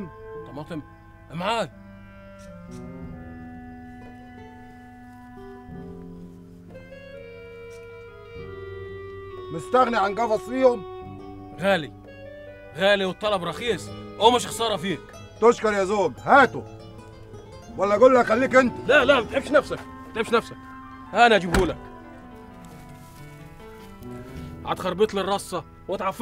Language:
Egyptian Arabic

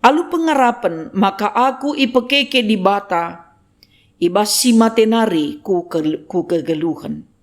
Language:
Batak Karo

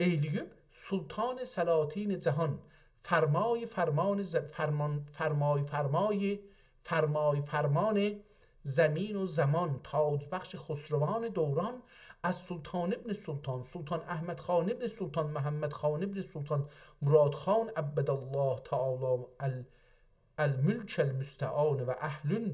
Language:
South Azerbaijani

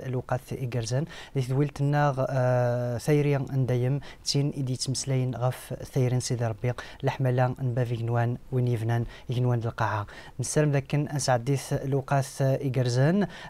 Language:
Kabyle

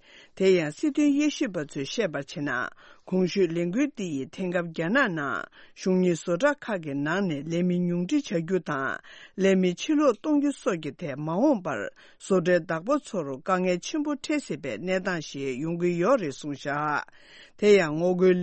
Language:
Tibetan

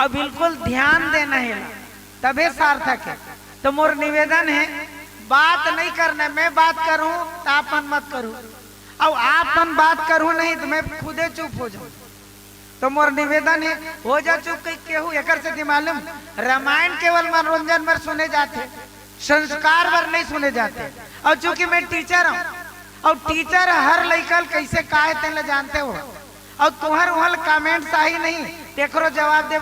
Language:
Chhattisgarhi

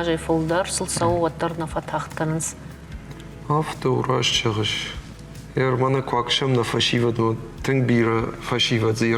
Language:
Ossetic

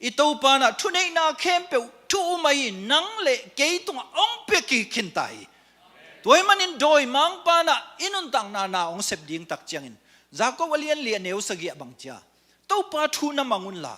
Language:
Tedim Chin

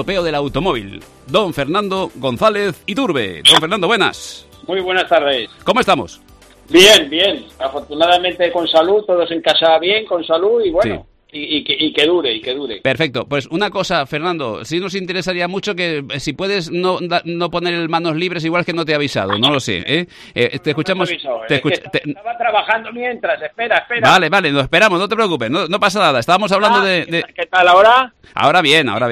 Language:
Spanish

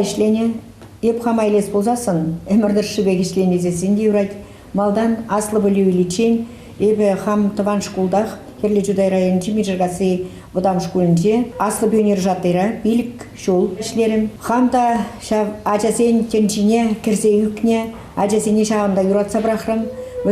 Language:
Chuvash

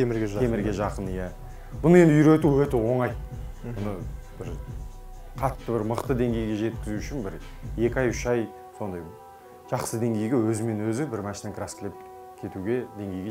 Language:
Kazakh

